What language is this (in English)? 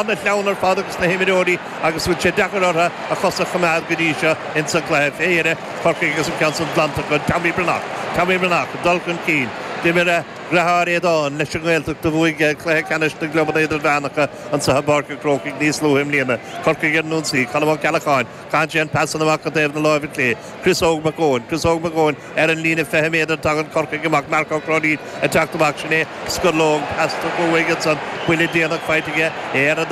Irish